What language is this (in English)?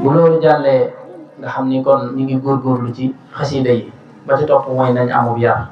Wolof